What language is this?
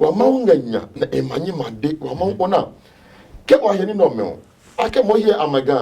Adangme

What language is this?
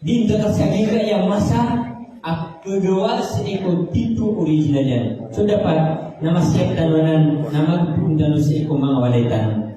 Maranao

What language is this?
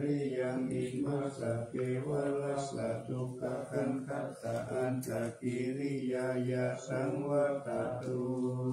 Pali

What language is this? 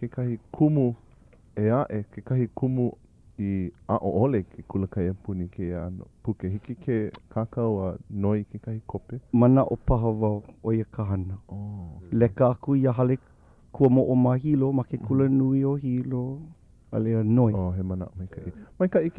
Hawaiian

